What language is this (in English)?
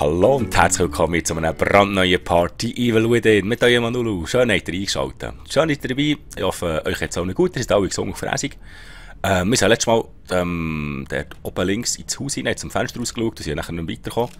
Swiss German